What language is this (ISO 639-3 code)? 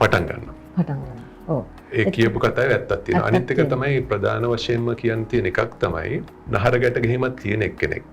sin